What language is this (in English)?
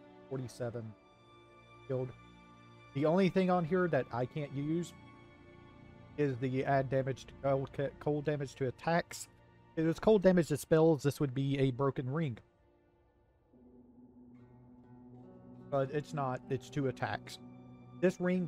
English